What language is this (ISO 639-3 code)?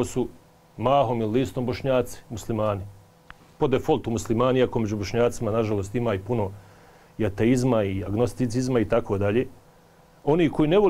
bos